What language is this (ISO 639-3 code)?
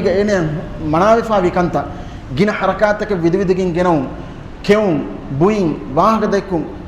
div